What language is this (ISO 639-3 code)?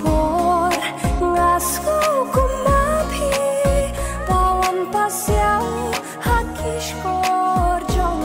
kha